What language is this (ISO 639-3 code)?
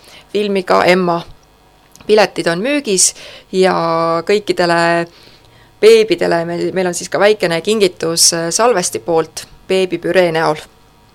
est